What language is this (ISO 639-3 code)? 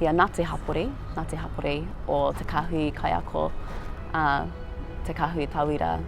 mri